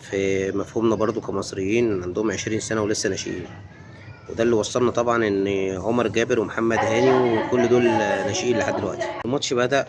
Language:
Egyptian Arabic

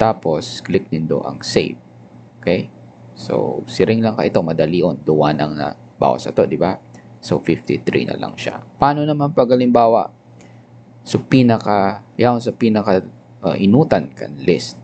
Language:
Bikol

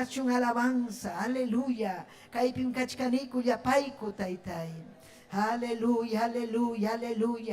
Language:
Ayacucho Quechua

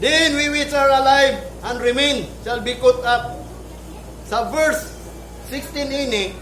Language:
Cebuano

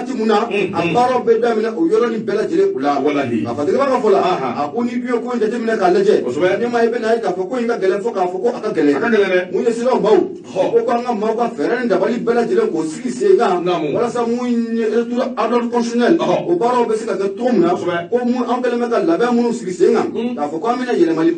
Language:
Bambara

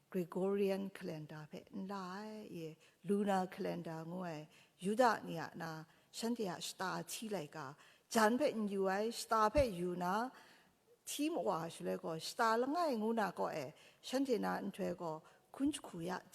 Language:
Kachin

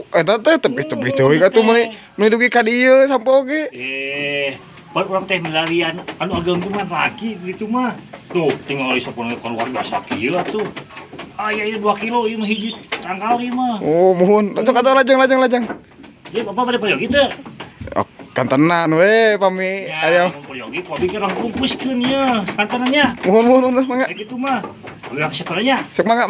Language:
Sundanese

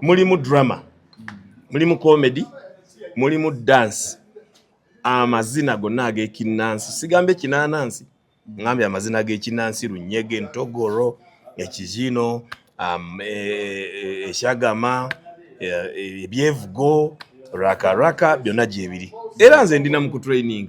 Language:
Ganda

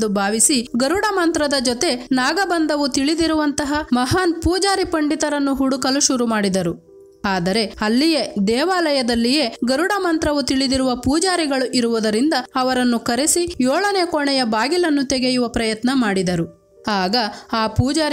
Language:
Kannada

